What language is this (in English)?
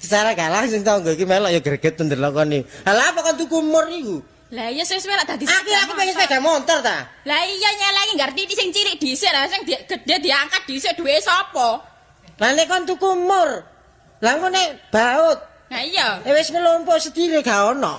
Javanese